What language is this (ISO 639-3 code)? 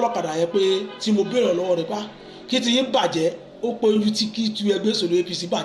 yor